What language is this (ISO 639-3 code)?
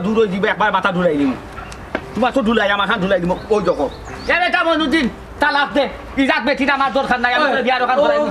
syl